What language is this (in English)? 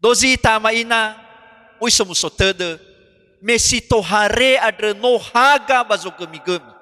Nias